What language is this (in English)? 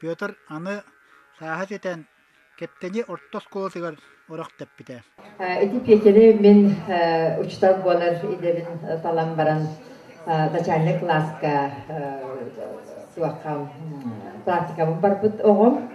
Yakut